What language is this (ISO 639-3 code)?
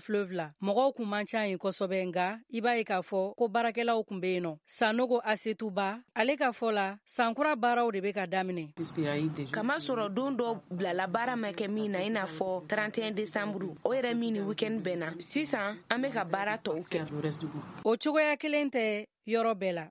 bam